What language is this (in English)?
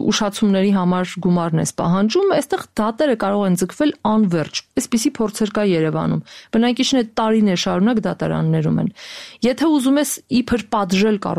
Armenian